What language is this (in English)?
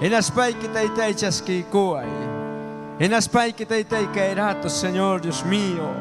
Ayacucho Quechua